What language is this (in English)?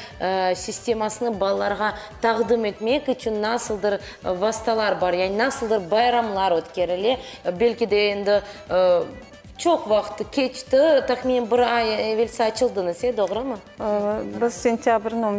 Crimean Tatar